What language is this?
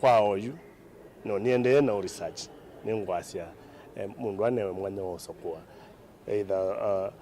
Kamba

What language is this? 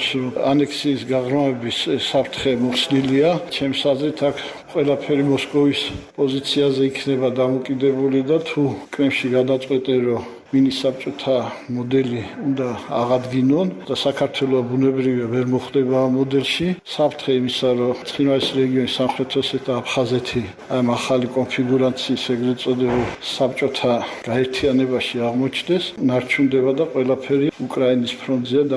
Georgian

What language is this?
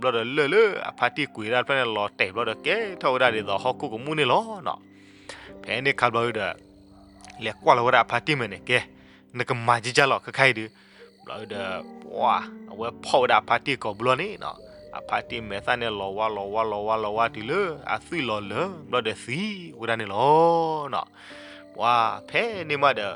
S'gaw Karen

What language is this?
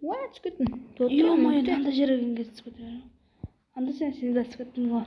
Kara-Kalpak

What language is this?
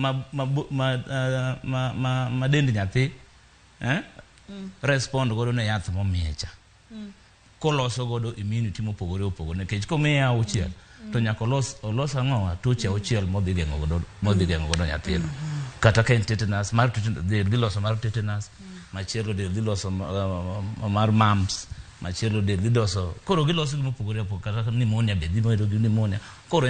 Luo (Kenya and Tanzania)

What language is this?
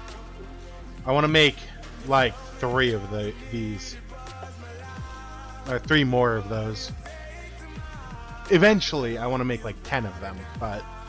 English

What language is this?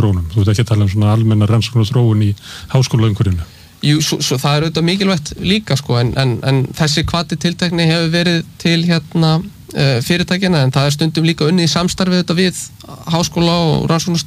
Icelandic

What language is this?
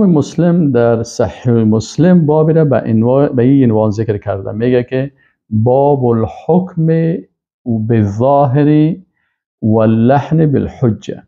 Persian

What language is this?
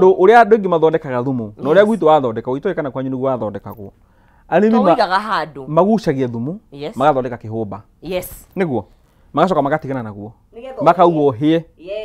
Kikuyu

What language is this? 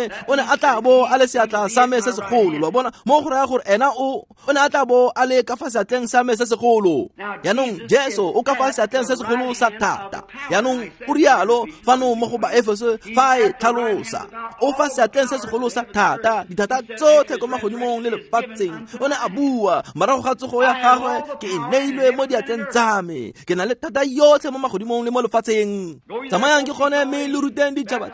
Tswana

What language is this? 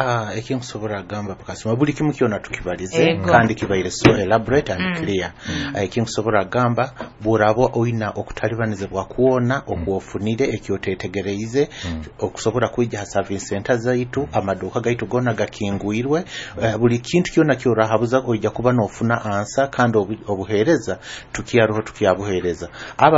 Nyoro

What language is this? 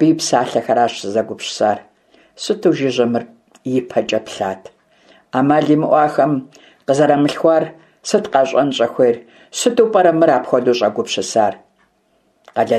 Kabardian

